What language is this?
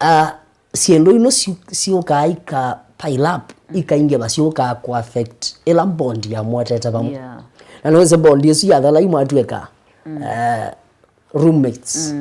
Kamba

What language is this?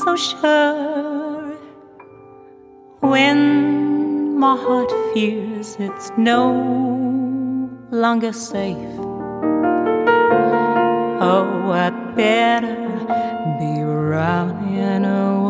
English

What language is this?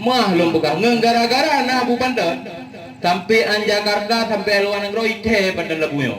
Achinese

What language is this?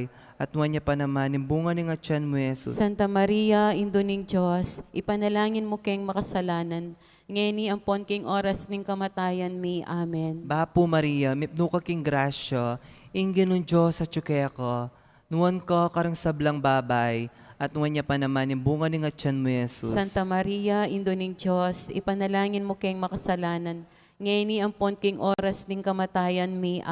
Pampanga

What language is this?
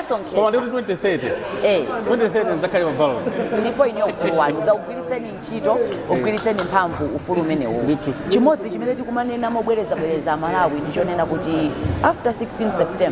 Nyanja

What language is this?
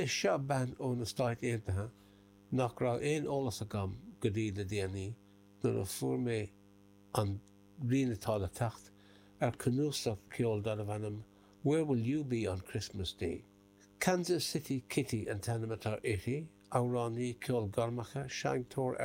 Irish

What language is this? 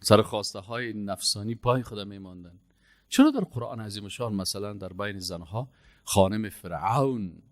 Persian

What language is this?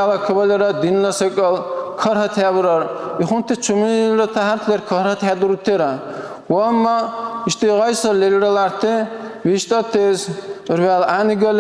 Dargwa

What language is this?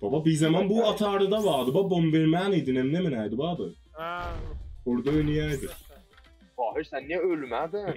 South Azerbaijani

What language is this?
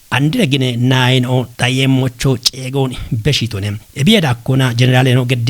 Kafa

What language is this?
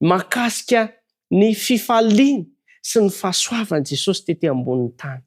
Malagasy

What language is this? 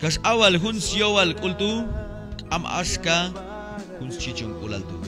Q'anjob'al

